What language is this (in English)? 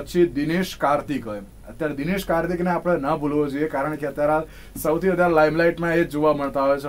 Gujarati